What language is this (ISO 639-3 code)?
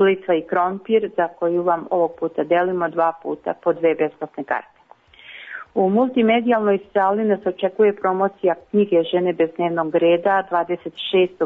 srp